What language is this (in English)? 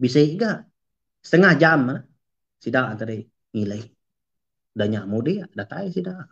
Iban